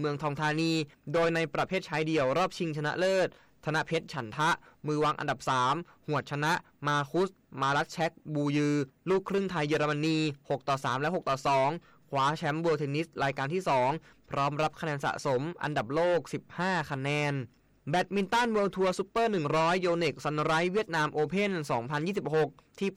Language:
Thai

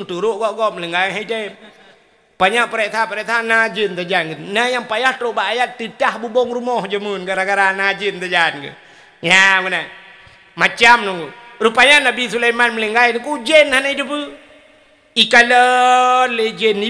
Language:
Achinese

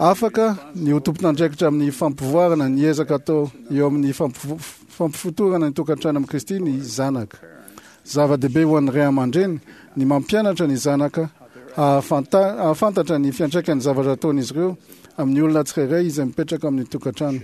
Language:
Malagasy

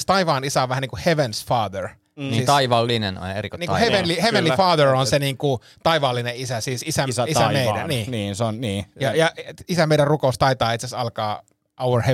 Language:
Finnish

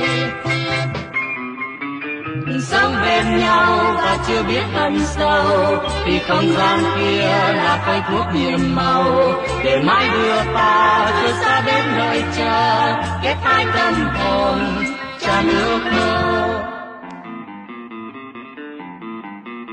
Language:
Vietnamese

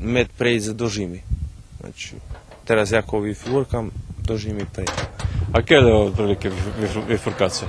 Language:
Rusyn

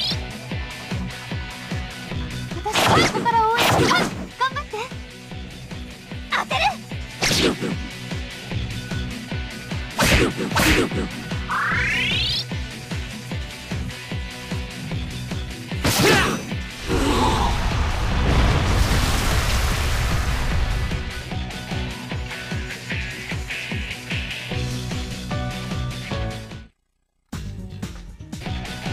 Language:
Japanese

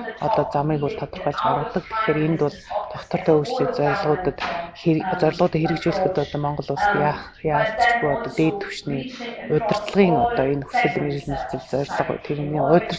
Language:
Mongolian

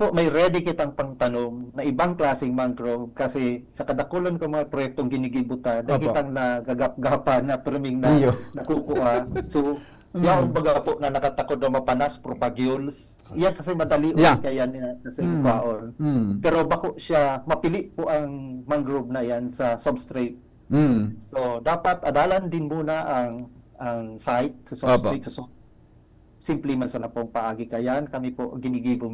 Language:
Bikol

